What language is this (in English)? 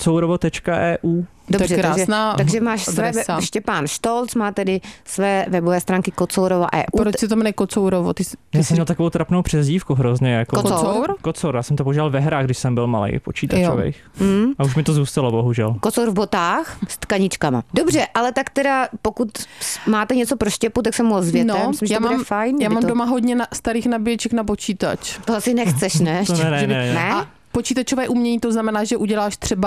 Czech